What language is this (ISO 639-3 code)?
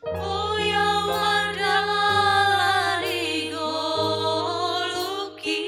bts